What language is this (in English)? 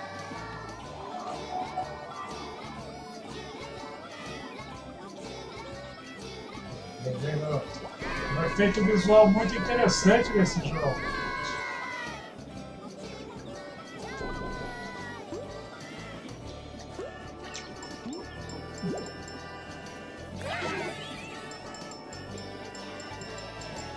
Portuguese